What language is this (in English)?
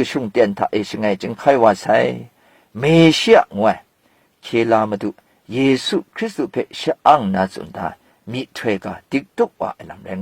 Kachin